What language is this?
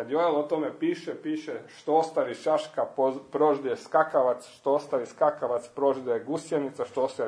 Croatian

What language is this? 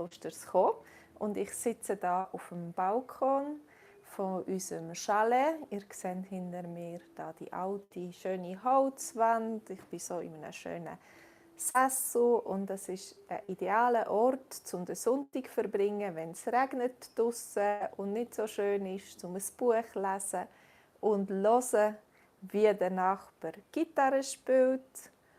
Swiss German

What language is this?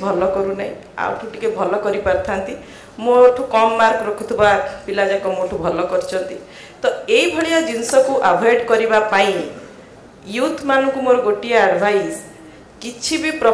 Odia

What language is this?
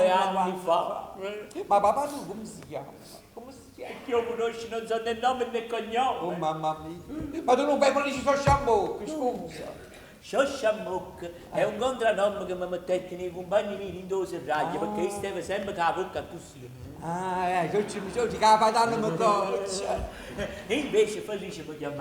Neapolitan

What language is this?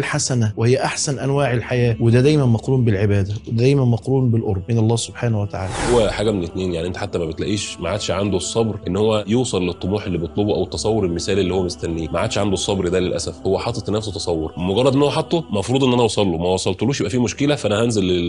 Egyptian Arabic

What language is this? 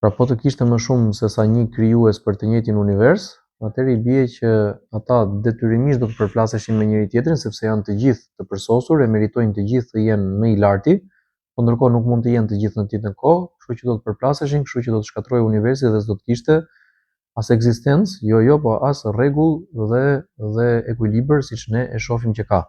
Albanian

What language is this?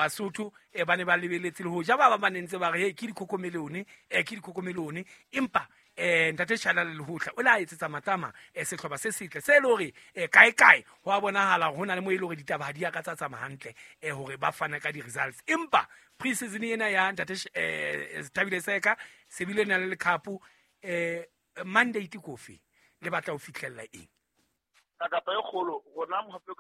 Southern Sotho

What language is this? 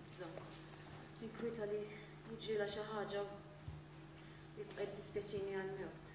Maltese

